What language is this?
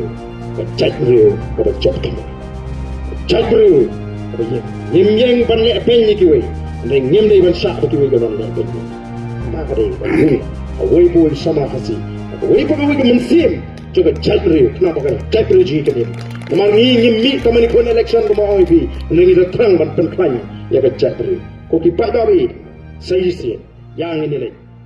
Khasi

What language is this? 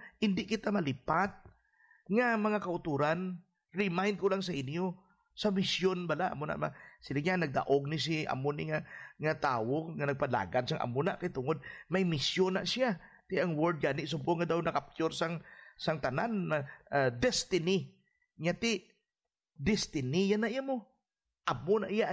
Hiligaynon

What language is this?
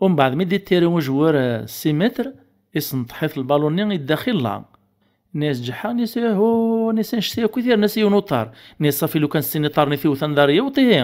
Kabyle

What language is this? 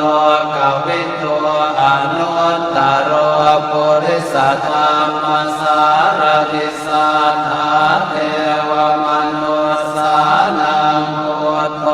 Pali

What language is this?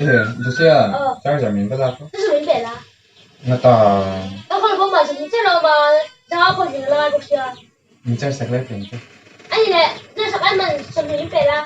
Mizo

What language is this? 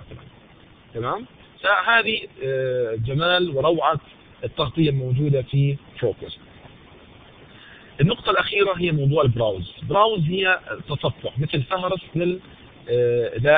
Arabic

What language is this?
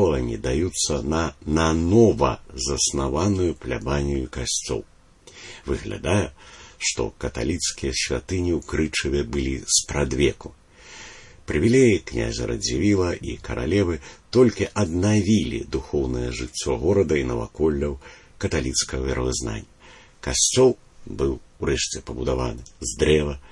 Belarusian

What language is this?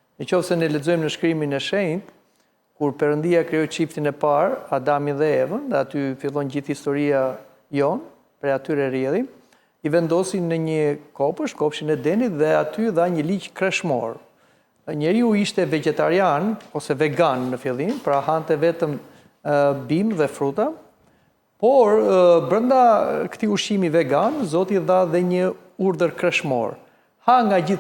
Albanian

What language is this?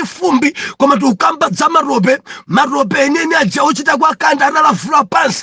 Nyanja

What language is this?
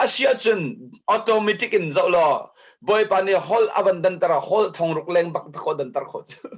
Hakha Chin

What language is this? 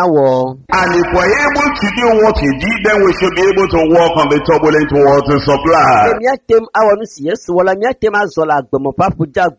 Ewe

